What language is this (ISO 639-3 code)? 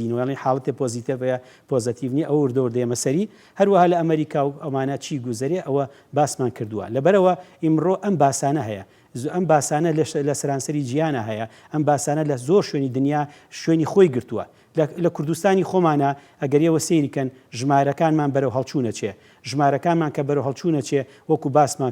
ckb